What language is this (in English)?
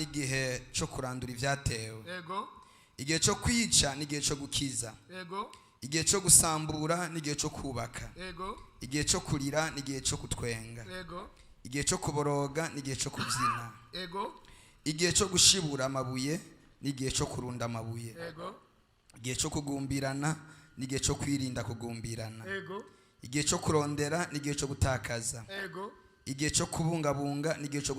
Rundi